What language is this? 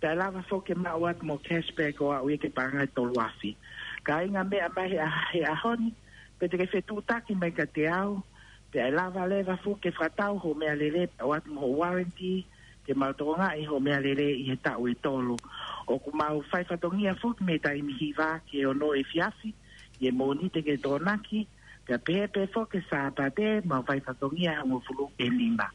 Tongan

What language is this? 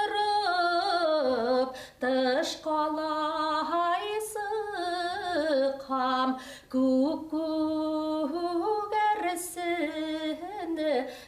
Bashkir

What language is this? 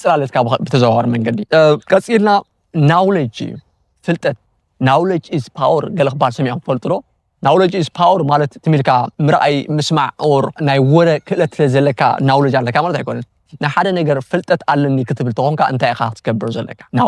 Tigrinya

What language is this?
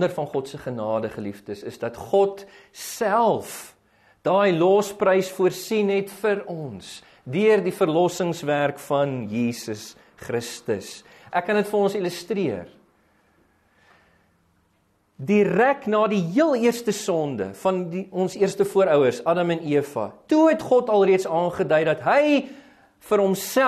Afrikaans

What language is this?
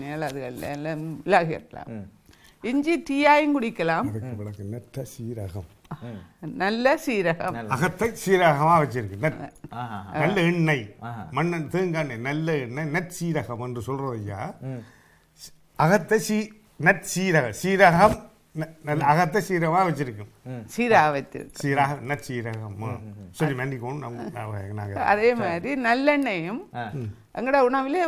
Tamil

